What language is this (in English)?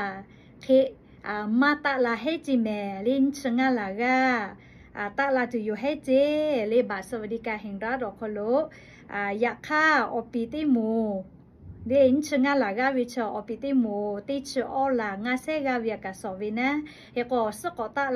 Lahu